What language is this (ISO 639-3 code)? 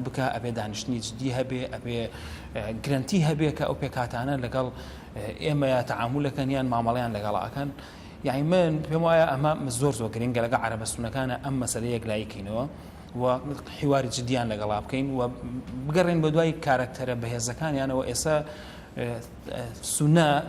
ckb